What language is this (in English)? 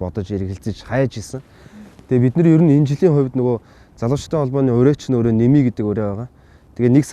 Mongolian